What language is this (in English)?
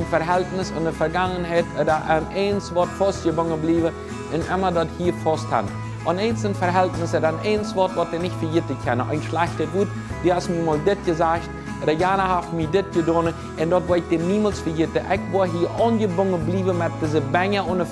Plautdietsch